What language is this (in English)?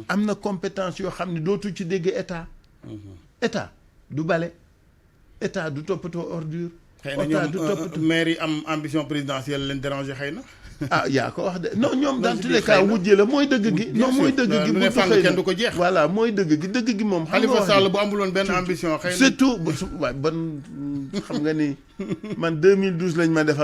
Wolof